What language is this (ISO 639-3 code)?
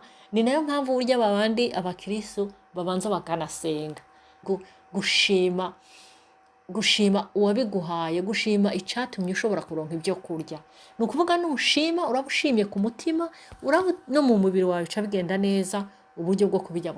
run